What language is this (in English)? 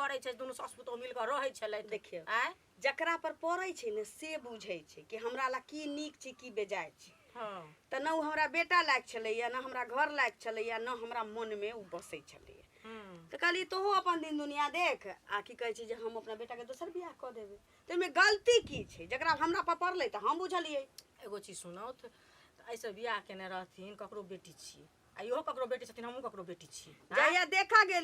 Maithili